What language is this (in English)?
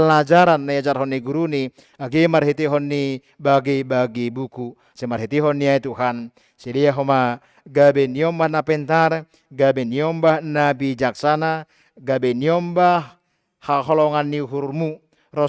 Batak Simalungun